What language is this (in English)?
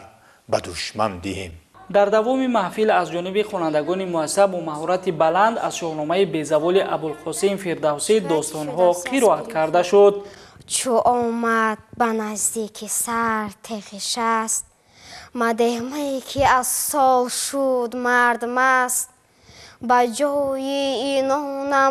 Tajik